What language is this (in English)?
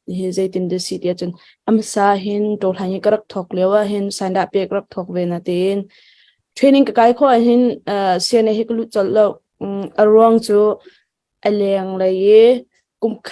Hakha Chin